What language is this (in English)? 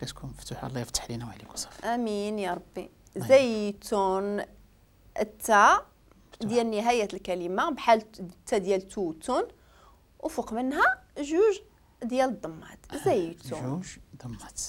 Moroccan Arabic